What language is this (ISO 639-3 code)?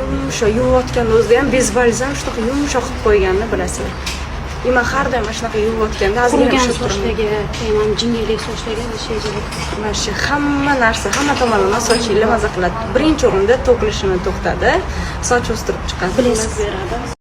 uzb